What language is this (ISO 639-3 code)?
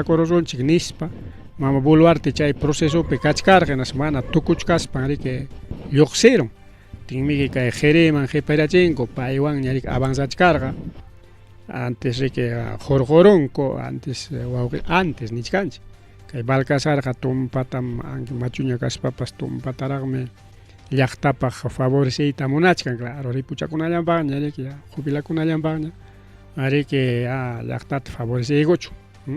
quy